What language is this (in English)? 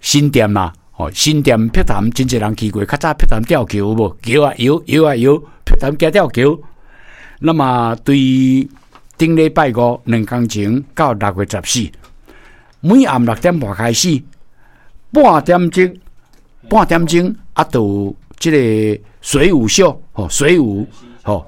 Min Nan Chinese